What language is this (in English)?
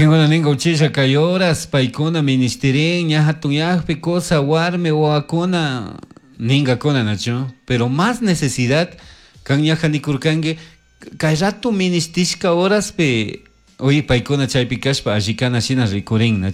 Chimborazo Highland Quichua